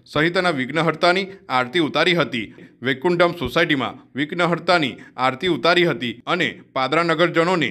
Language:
Gujarati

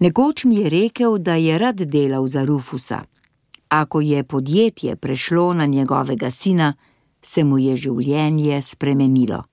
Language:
Slovenian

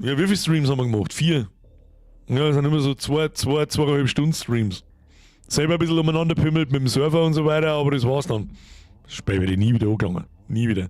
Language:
Bavarian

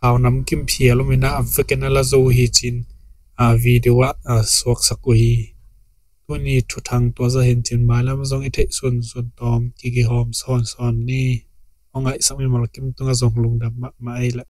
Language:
Tedim Chin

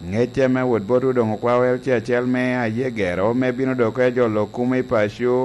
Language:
Lango (Uganda)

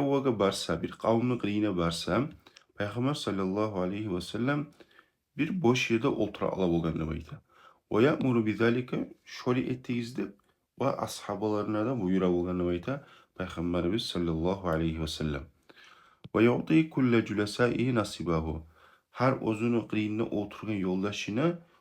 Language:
Kumyk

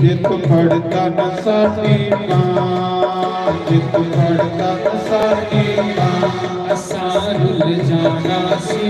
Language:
Dogri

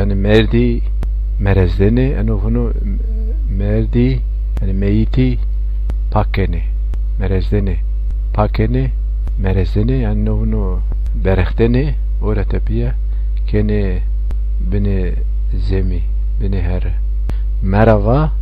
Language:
Zaza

